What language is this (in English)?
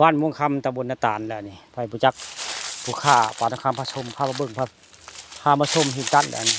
Northeastern Thai